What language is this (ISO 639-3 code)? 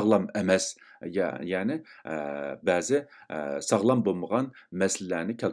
uig